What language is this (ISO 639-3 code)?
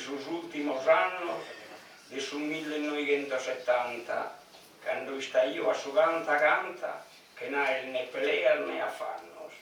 srd